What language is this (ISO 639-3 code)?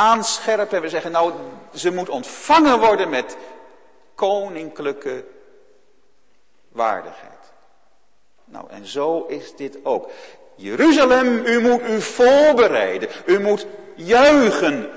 nld